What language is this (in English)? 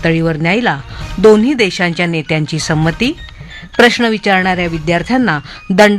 Marathi